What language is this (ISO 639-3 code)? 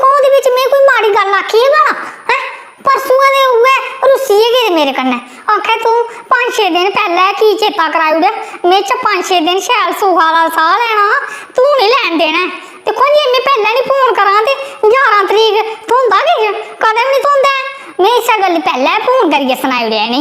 doi